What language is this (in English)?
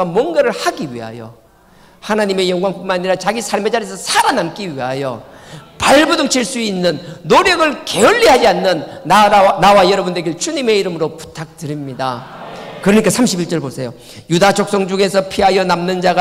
Korean